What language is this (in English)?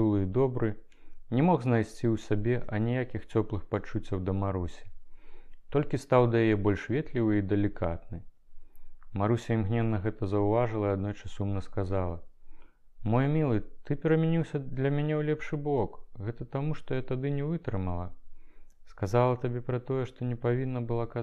Belarusian